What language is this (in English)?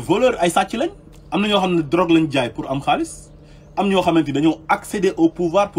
Wolof